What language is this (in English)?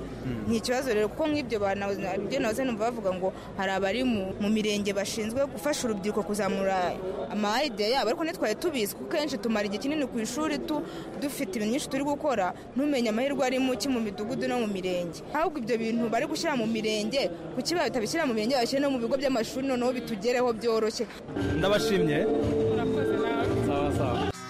Kinyarwanda